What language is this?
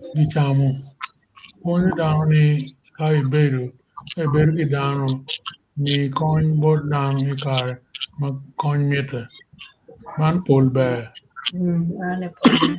Acoli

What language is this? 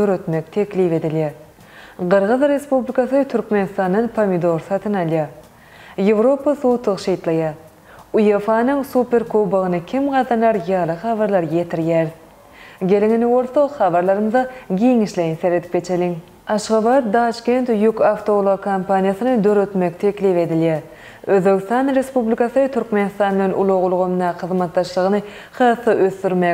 Turkmen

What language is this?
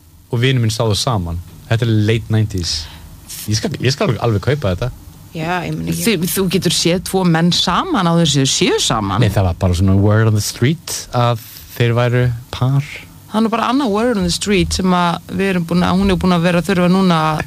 Icelandic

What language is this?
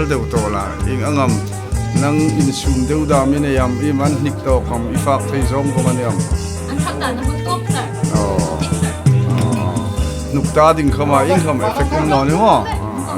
Hmar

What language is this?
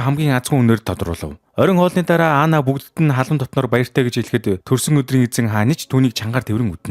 Mongolian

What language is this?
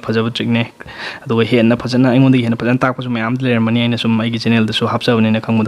Manipuri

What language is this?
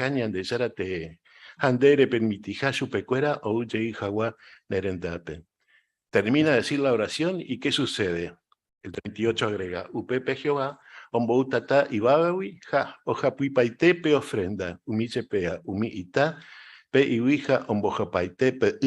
Guarani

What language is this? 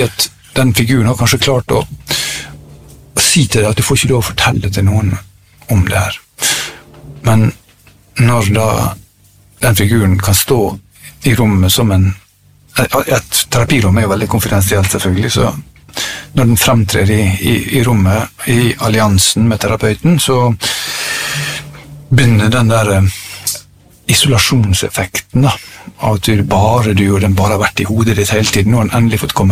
Norwegian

